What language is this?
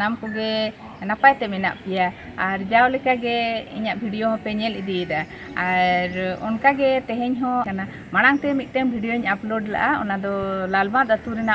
Santali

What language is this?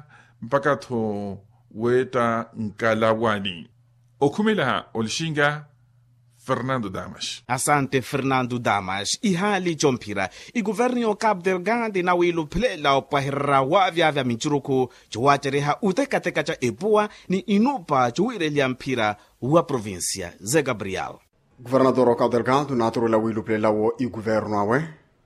Makhuwa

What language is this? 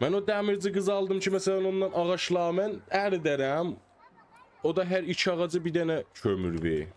South Azerbaijani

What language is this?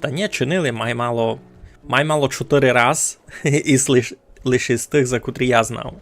Rusyn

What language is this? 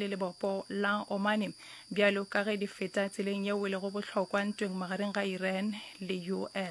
Northern Sotho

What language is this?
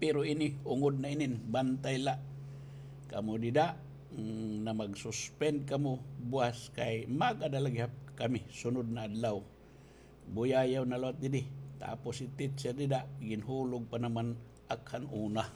Waray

